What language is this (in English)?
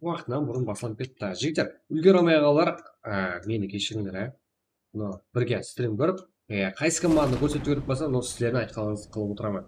Kara-Kalpak